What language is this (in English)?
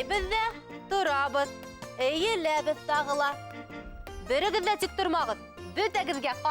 Bashkir